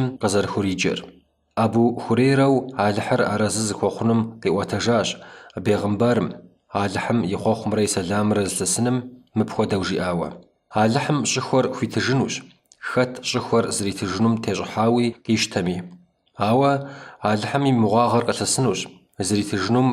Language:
Kabardian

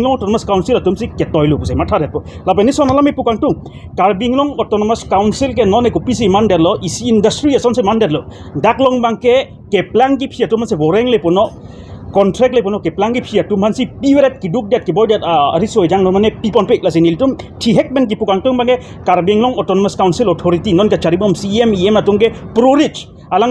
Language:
Karbi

